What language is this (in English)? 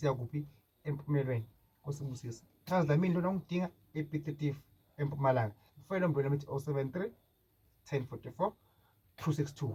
Zulu